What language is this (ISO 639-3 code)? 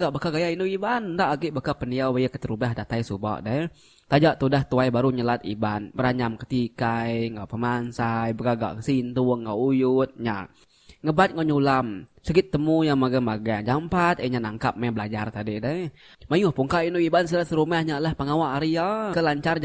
iba